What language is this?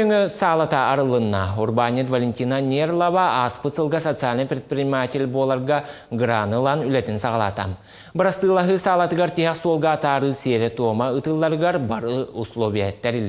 Yakut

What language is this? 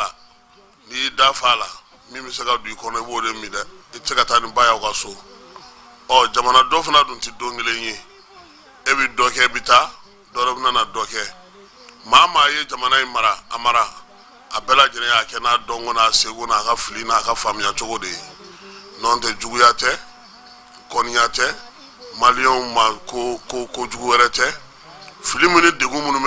Bambara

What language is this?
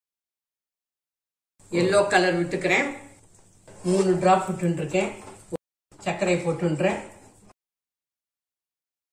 Tamil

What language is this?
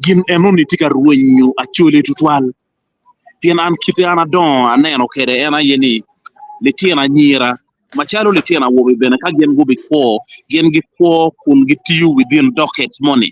Acoli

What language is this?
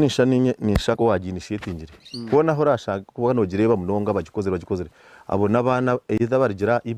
Nyankole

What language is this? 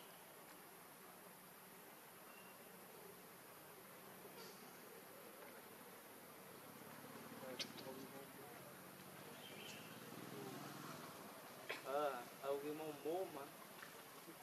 Vietnamese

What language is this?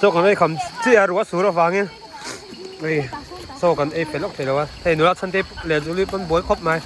Mizo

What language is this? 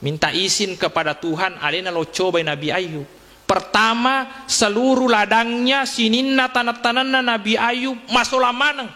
Buginese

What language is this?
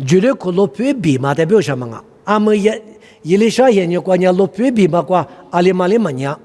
Lisu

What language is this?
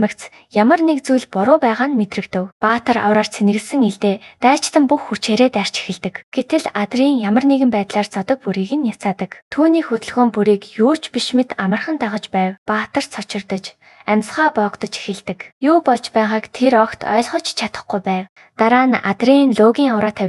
Mongolian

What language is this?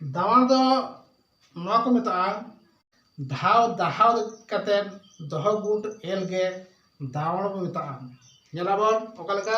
Santali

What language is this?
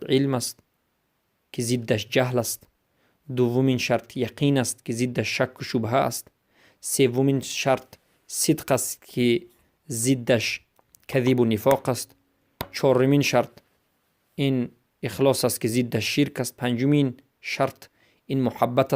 Persian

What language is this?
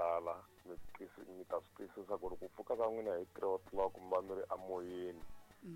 Tsonga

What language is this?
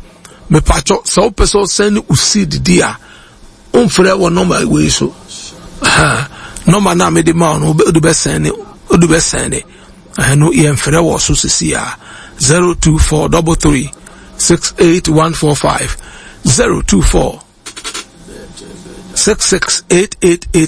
Akan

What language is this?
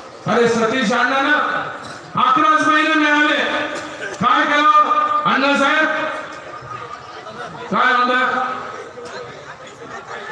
Marathi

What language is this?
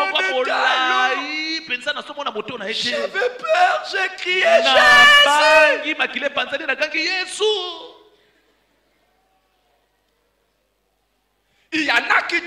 French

